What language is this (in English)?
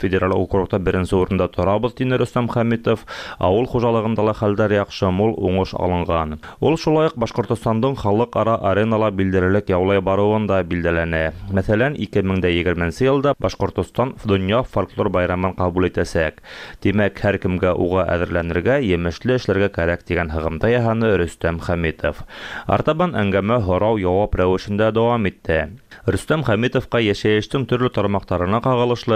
Tatar